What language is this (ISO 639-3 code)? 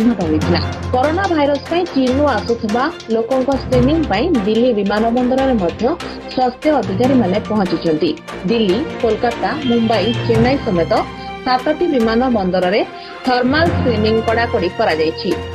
ori